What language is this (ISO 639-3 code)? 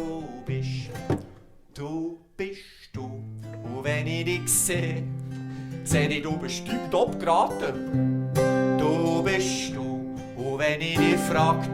gsw